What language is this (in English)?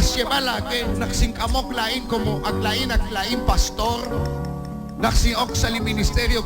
Kekchí